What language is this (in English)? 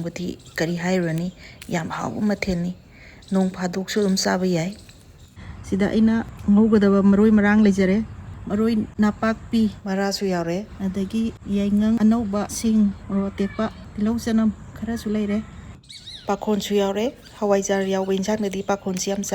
Manipuri